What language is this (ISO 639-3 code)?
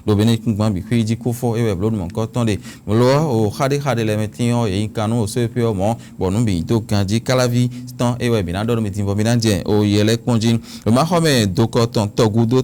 fon